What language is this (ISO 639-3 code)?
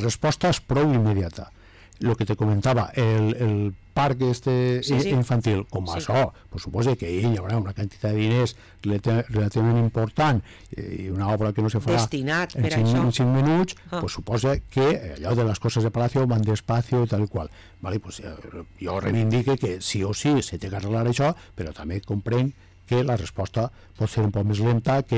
cat